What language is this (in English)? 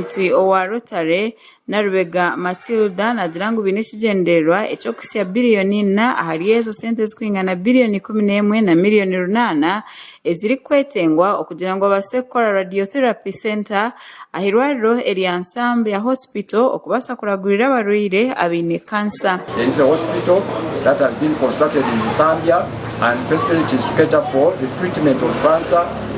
Nyankole